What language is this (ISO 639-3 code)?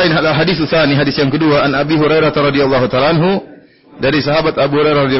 ind